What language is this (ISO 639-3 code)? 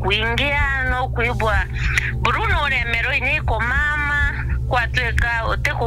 mer